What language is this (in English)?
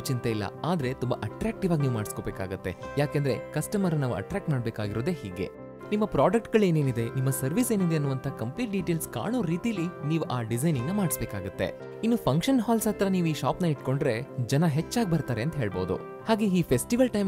Kannada